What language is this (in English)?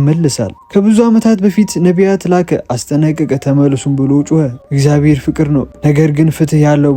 Amharic